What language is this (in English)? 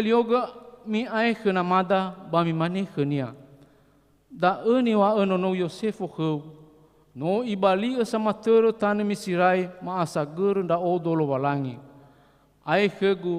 Nias